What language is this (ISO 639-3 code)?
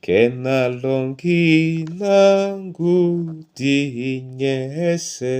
dua